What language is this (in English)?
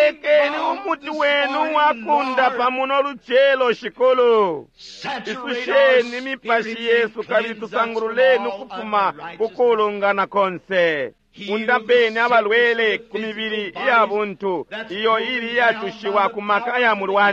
Bemba